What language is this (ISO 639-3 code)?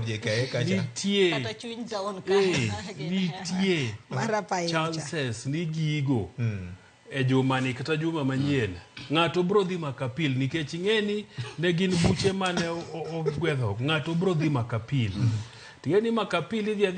luo